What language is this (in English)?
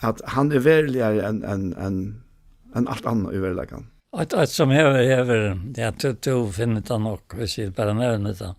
Faroese